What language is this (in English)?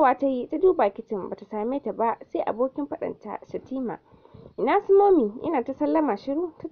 Hausa